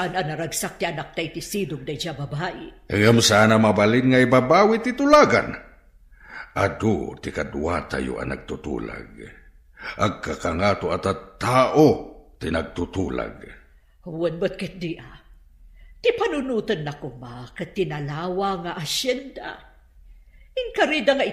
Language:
Iloko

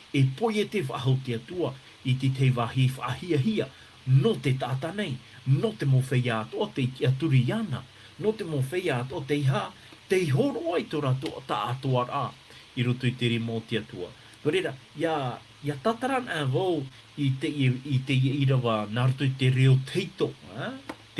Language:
Tahitian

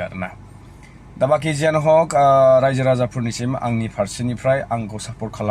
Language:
Bodo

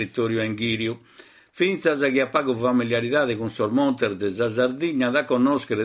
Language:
Sardinian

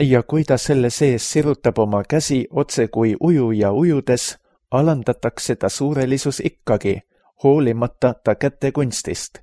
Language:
Estonian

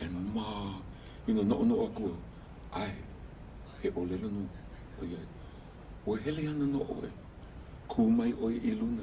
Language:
Hawaiian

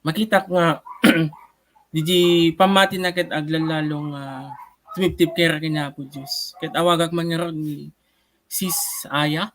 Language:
Iloko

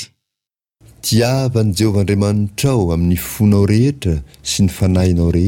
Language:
Malagasy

